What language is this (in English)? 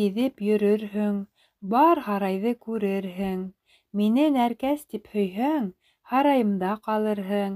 Bashkir